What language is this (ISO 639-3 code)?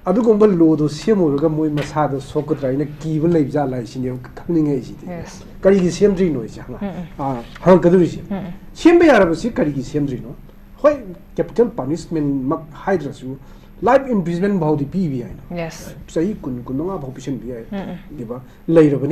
mni